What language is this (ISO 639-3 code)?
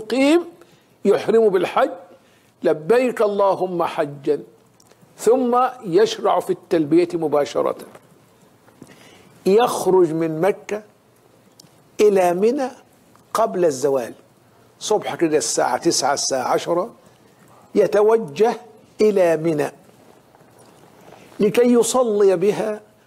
ara